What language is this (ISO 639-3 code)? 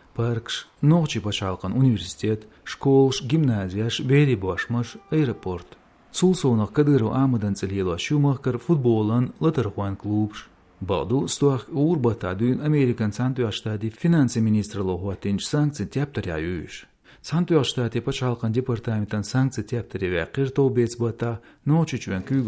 che